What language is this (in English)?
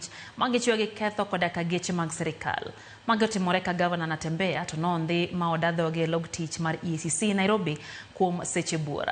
Luo (Kenya and Tanzania)